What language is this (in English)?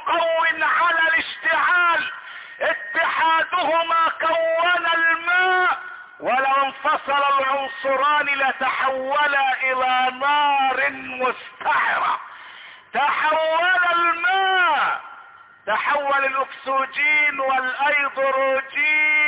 Arabic